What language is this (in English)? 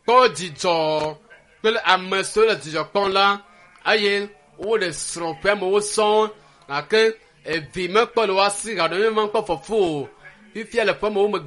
Ewe